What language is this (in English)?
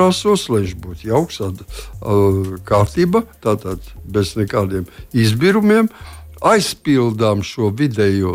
Latvian